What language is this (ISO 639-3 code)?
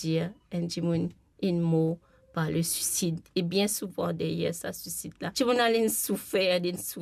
mfe